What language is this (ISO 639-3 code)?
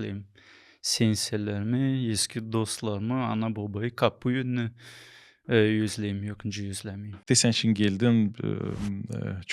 gag